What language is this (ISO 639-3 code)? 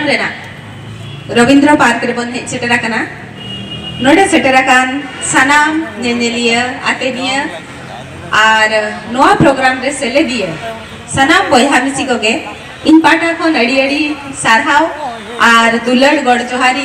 sat